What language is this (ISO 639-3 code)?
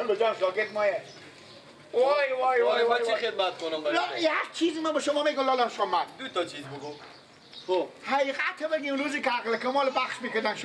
fas